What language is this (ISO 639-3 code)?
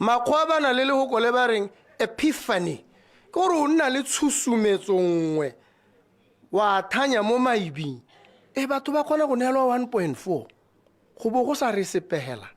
tsn